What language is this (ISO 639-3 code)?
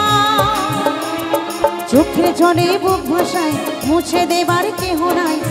ben